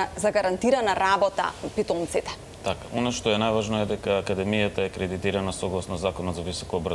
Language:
Macedonian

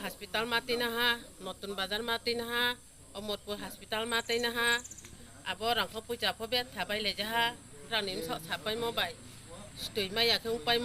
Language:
Riang (India)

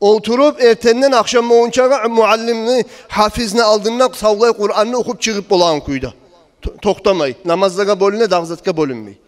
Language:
Kumyk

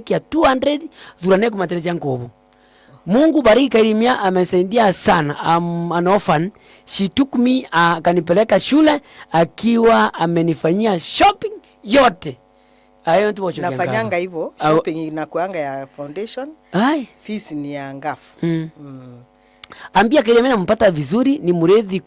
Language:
Meru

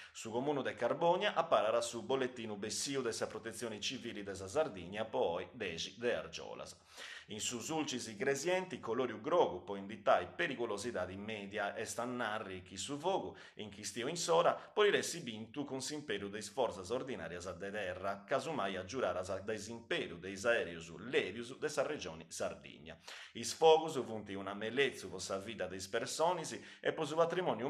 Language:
Sardinian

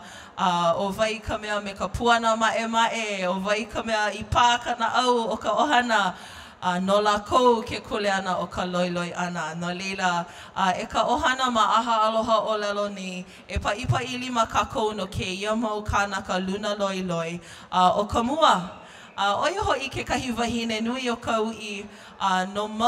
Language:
Hawaiian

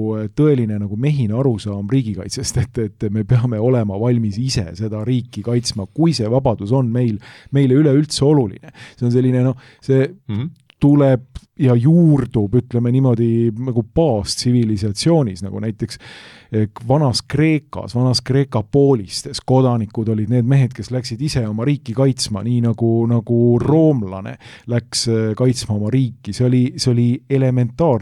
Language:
Estonian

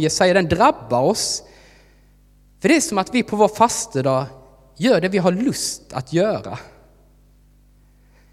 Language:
Swedish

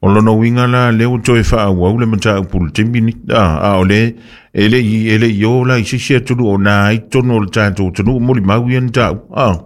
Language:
Samoan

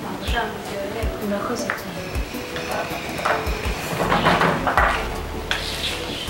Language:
Kinyarwanda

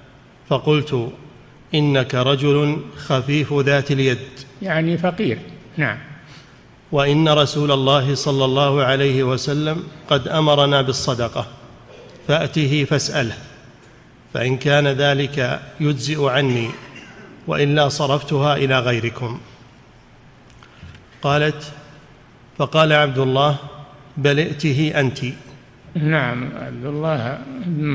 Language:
Arabic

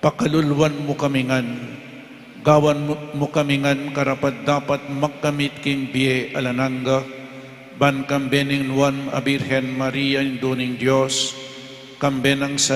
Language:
Pampanga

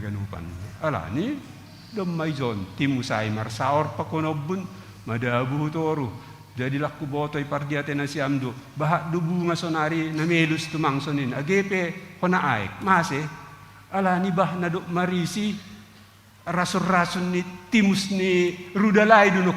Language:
Batak Simalungun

